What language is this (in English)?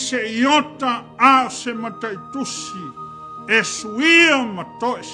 Samoan